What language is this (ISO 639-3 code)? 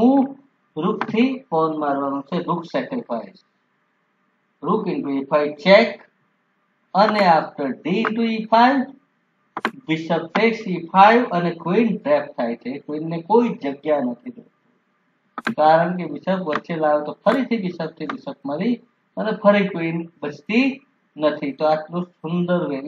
guj